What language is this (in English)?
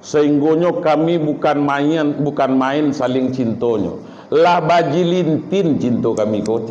Minangkabau